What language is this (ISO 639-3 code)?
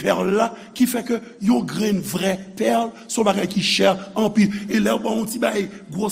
hat